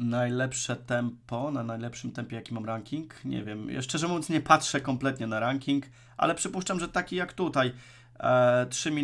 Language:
Polish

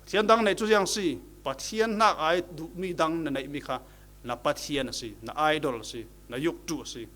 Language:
Falam Chin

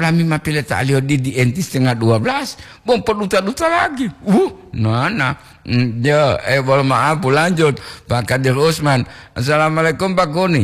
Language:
Gorontalo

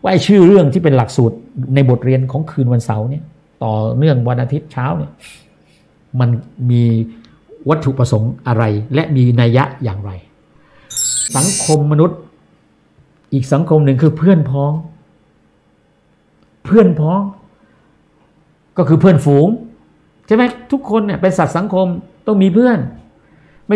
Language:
Thai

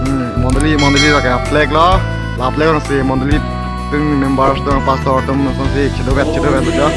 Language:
Karbi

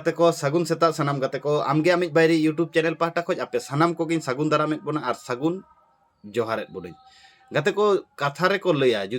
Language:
Santali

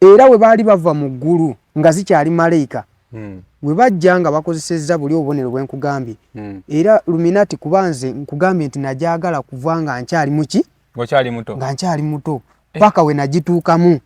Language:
Ganda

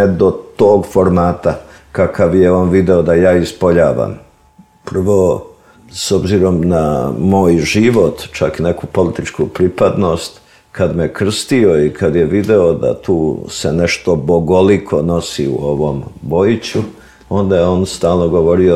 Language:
Serbian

